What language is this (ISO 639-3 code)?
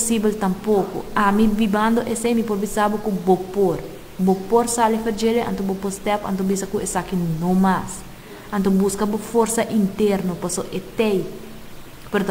pap